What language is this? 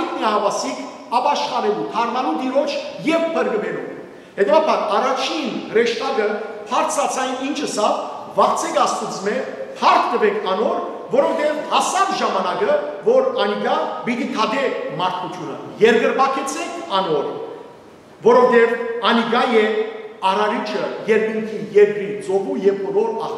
Western Armenian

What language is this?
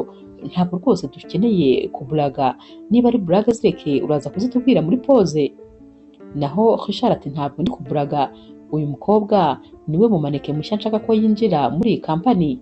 Kinyarwanda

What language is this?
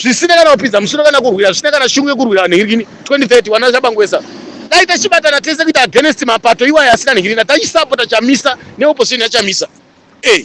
Shona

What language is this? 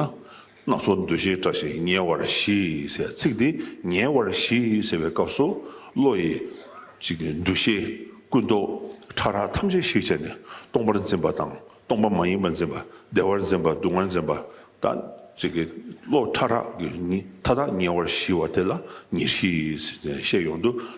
Tibetan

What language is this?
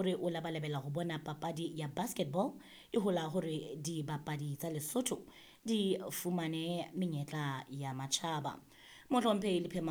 Southern Sotho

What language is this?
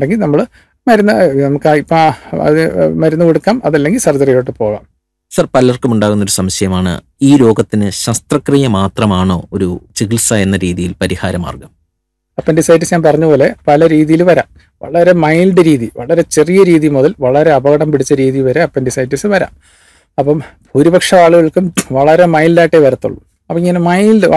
Malayalam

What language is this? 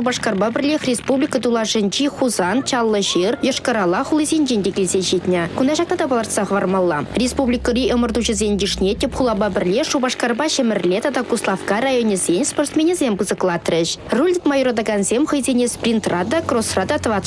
Chuvash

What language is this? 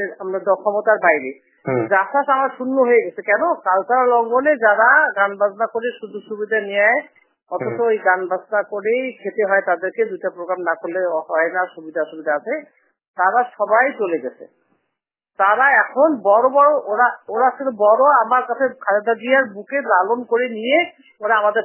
Bangla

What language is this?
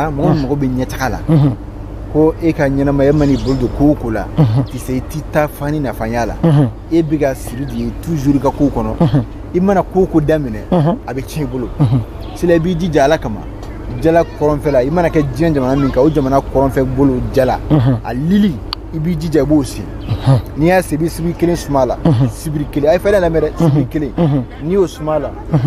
Bambara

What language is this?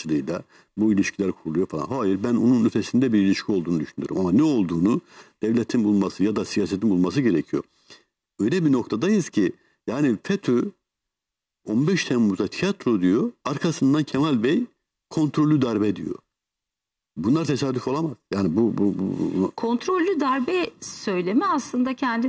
Turkish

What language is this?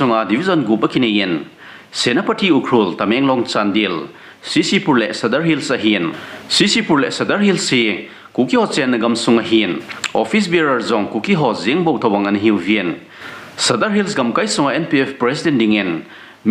Thado Chin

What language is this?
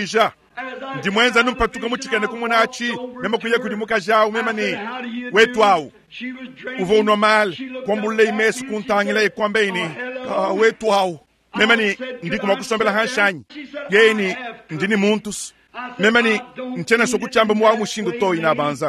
Luba-Lulua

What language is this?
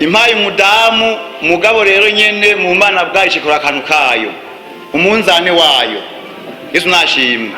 Rundi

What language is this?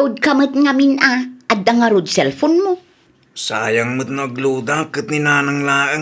Iloko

